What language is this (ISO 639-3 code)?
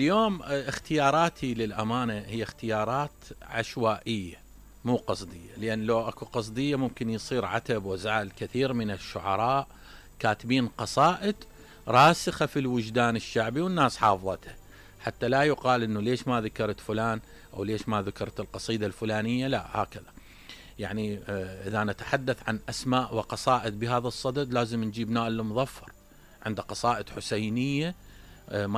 acm